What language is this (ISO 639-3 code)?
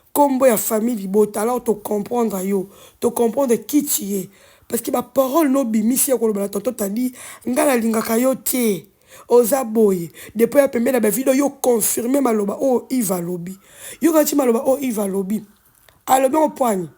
lin